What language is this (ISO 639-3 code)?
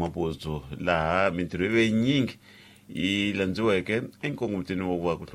tso